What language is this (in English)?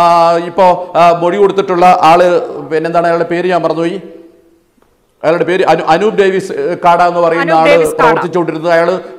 Malayalam